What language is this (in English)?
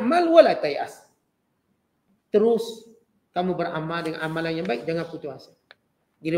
Malay